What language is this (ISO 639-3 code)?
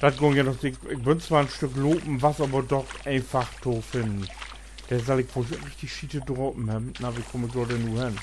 nds